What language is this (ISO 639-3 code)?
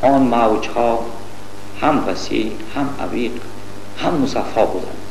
tgk